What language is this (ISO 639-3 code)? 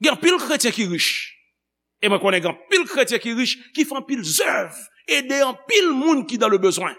hat